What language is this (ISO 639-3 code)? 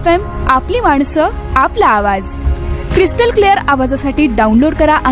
mar